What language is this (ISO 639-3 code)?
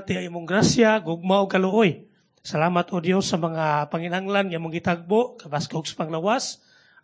ceb